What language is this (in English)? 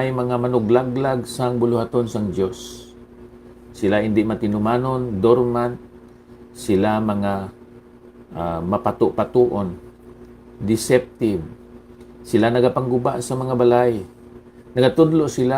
Hiligaynon